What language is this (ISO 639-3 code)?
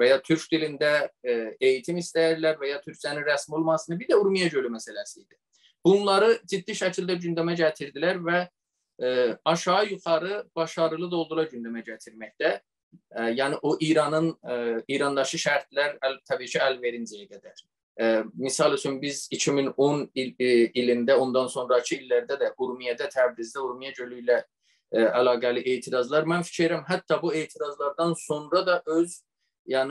azb